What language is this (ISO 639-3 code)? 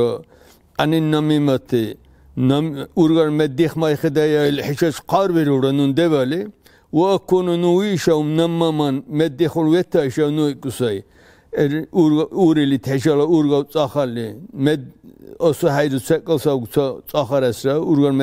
dar